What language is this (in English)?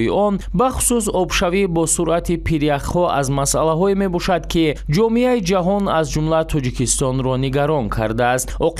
Tajik